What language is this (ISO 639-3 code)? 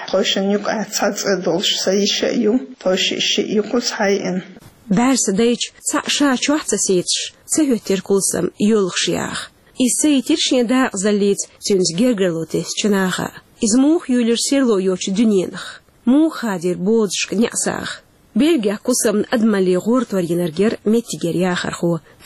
che